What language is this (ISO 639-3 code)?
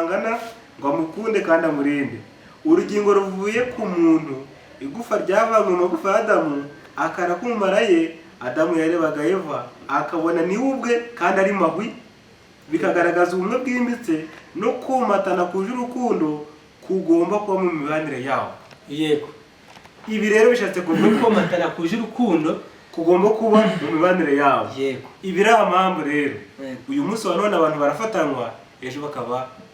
kin